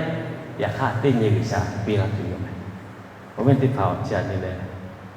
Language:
Lahu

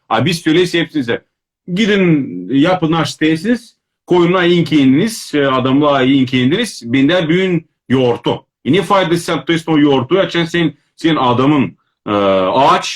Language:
Crimean Tatar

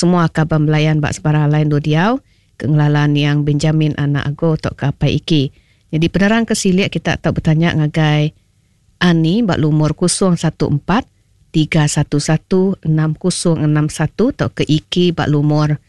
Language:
Iban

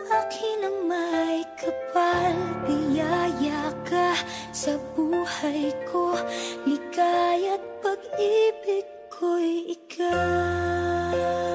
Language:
Filipino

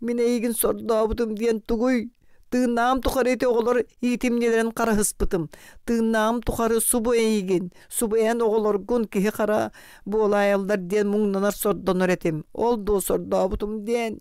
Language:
Yakut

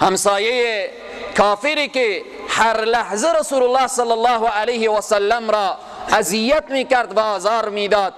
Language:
Persian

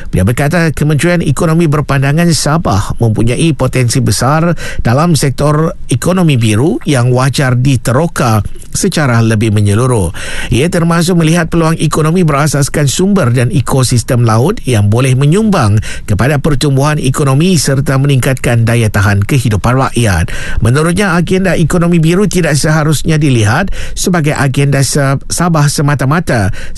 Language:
Malay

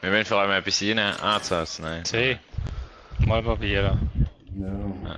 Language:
Swiss German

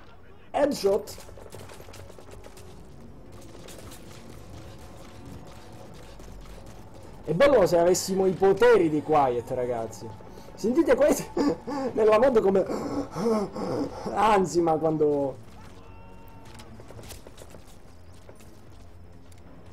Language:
Italian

